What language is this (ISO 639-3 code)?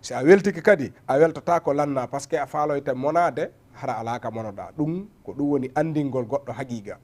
ful